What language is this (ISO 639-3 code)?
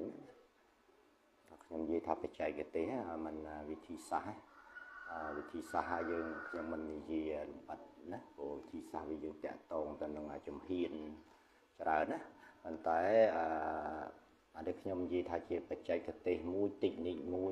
khm